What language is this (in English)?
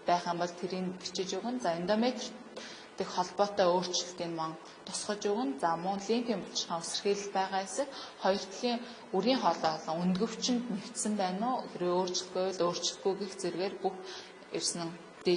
Mongolian